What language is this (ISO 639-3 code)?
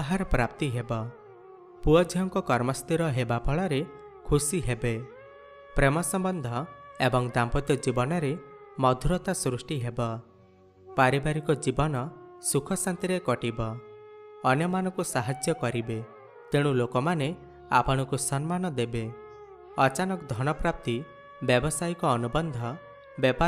ori